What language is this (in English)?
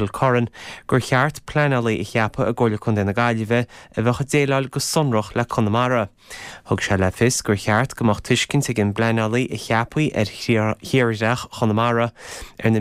Irish